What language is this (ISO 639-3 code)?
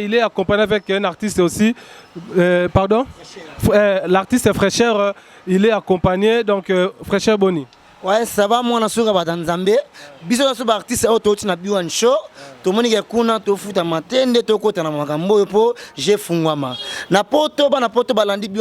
lin